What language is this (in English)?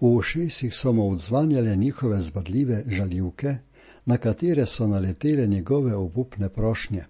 Slovenian